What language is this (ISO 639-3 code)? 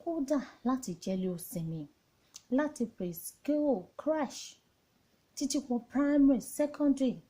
yor